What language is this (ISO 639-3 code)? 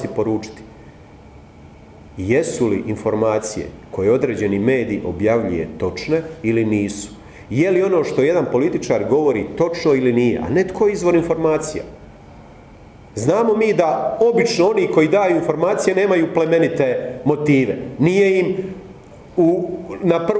hrv